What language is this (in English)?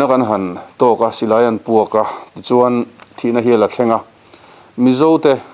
Mizo